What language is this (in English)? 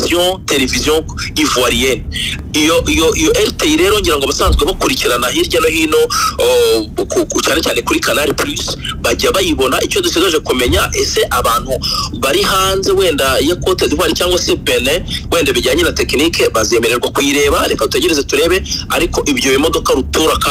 Kinyarwanda